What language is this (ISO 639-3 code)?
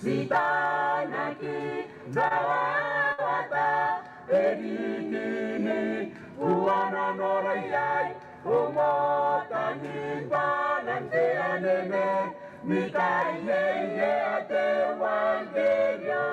gil